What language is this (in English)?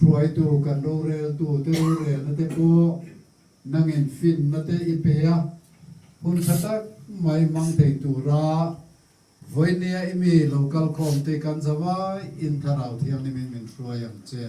Mizo